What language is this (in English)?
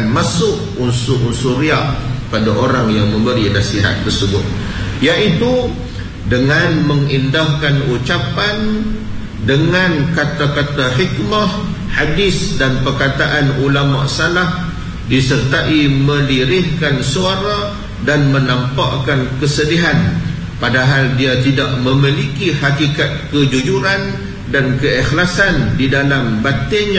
Malay